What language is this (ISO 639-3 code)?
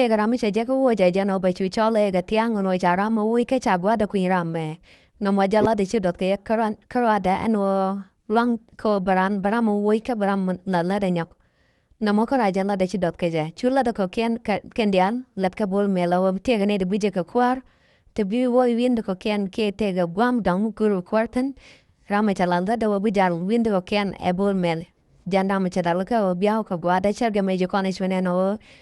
nus